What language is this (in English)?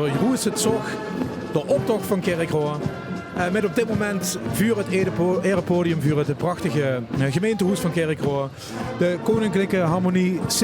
Limburgish